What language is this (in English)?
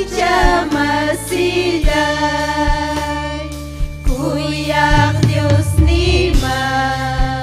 Ayacucho Quechua